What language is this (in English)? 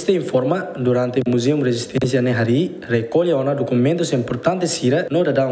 Tetum